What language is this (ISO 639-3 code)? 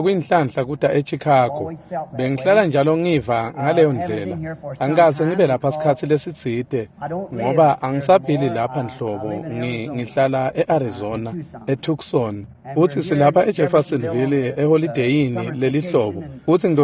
ssw